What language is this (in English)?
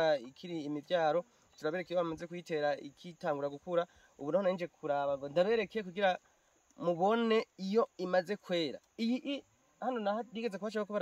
Rundi